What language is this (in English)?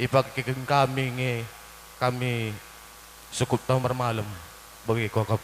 Batak Karo